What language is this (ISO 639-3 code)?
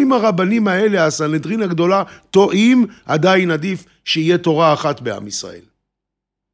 heb